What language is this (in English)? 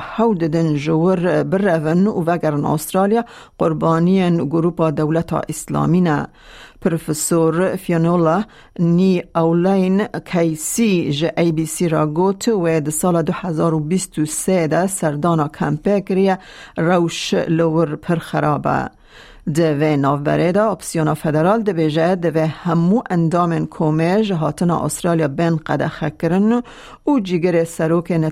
Kurdish